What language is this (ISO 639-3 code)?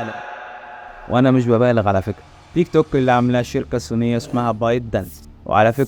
arz